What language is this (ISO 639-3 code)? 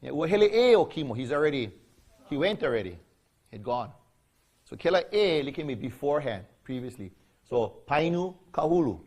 haw